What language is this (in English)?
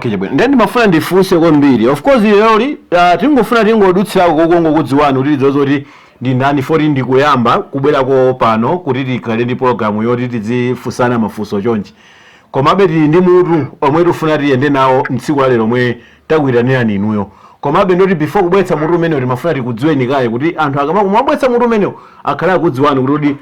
Nyanja